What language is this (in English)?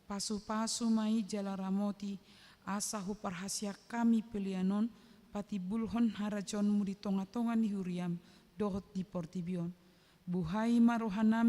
Batak Toba